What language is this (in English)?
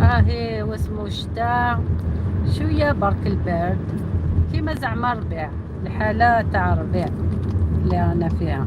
Algerian Arabic